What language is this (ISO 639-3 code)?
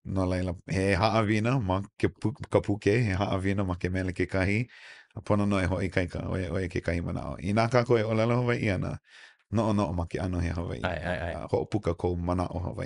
haw